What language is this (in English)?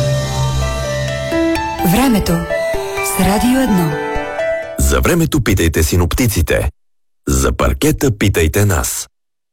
Bulgarian